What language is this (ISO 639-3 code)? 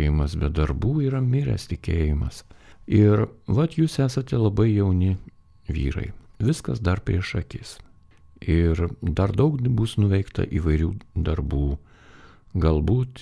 lit